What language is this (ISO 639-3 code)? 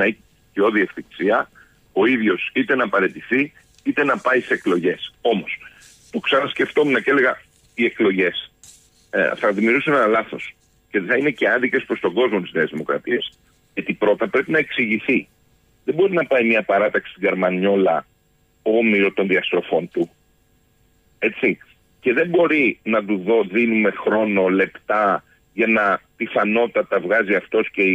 ell